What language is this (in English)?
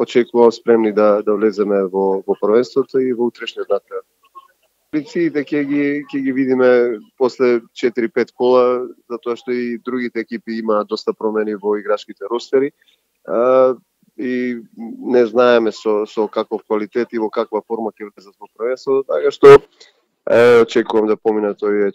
Macedonian